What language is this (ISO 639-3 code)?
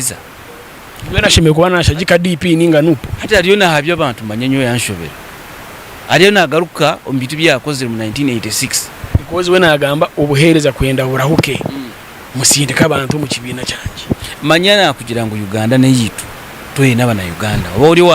nyn